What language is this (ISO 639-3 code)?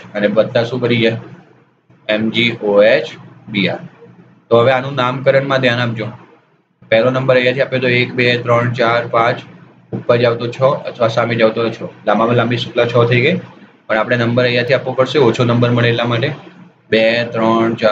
guj